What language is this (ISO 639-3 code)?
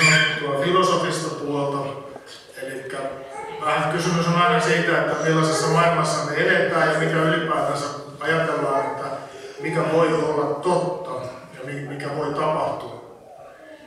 fin